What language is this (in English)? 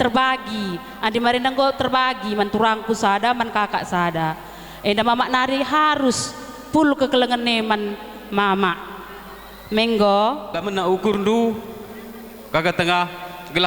Batak Karo